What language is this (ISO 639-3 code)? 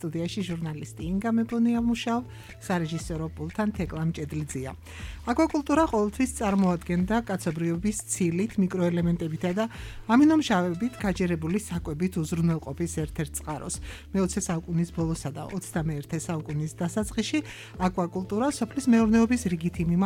kat